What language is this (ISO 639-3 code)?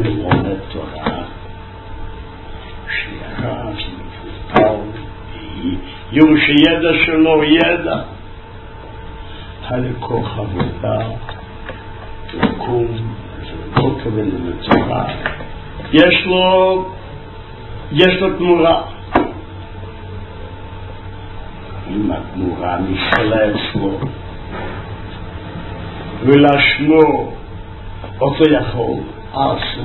heb